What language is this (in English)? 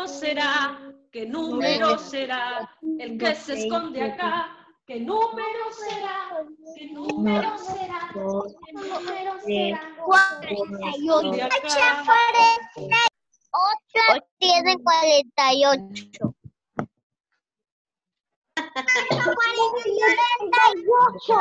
Spanish